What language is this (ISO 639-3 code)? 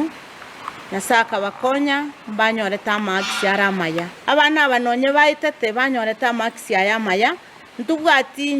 guz